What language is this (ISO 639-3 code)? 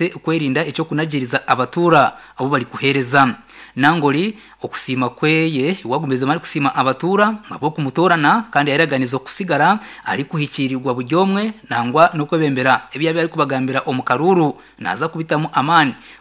nyn